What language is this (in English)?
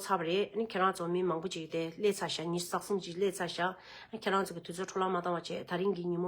Tibetan